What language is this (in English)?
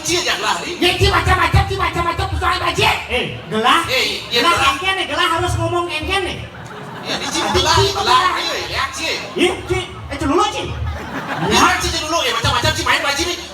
Balinese